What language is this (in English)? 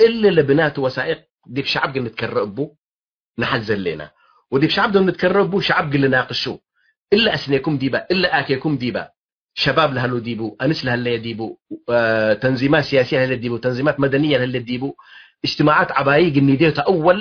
Tigre